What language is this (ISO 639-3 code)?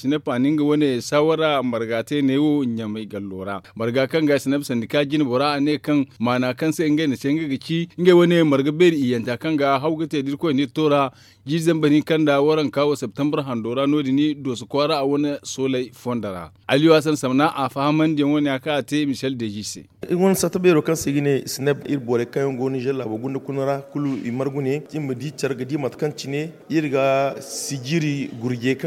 dje